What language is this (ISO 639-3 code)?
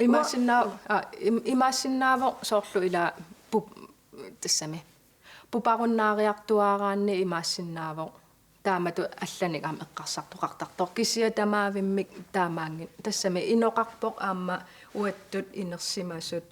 kal